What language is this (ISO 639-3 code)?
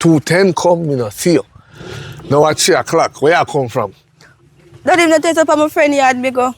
jam